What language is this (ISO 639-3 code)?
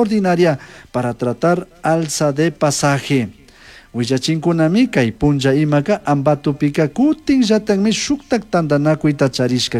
qug